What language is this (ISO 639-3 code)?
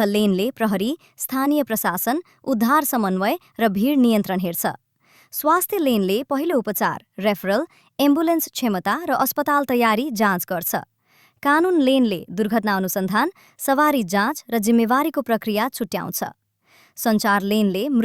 nep